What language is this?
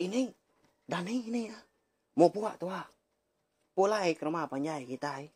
Iban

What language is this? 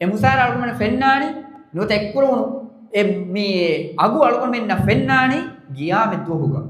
Divehi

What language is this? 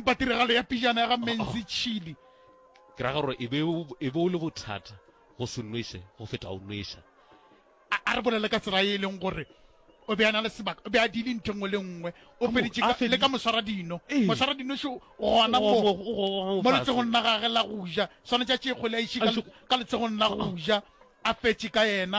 Northern Sotho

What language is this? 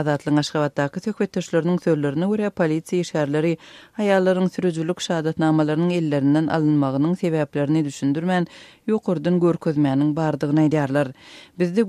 Turkmen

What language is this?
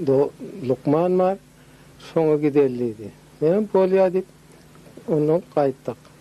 Turkmen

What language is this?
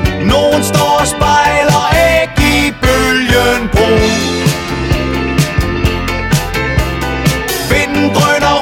Danish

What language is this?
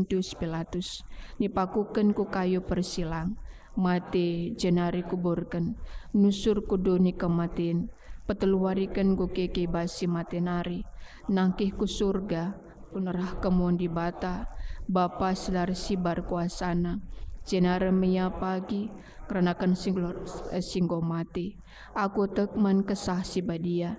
Batak Karo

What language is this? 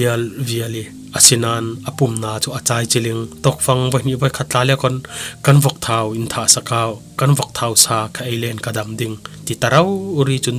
Falam Chin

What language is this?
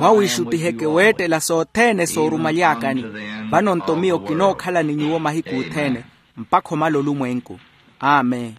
Makhuwa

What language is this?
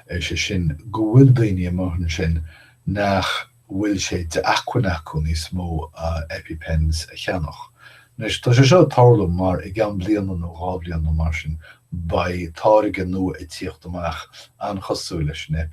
Irish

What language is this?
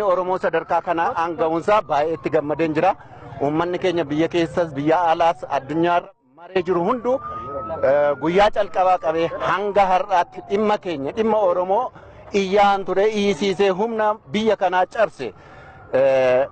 Oromo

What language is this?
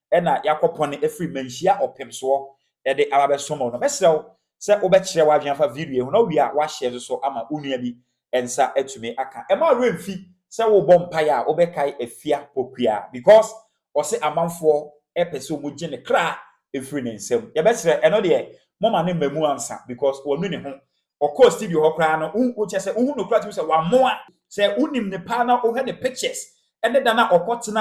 Akan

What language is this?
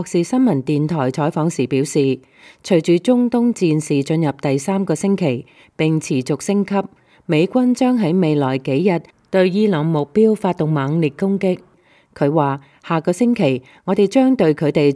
Cantonese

